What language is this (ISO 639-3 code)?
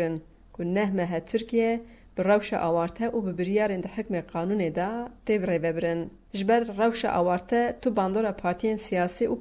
kur